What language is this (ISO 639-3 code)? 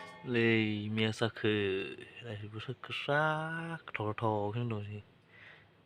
trp